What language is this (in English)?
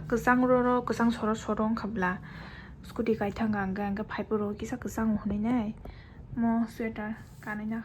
Kok Borok